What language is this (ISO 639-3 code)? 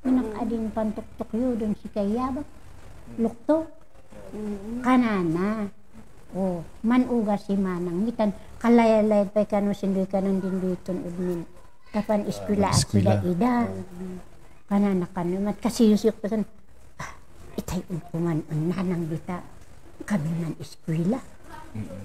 kne